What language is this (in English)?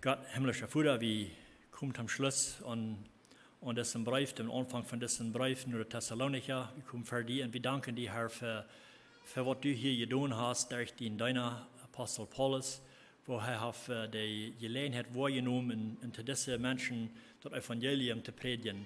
Plautdietsch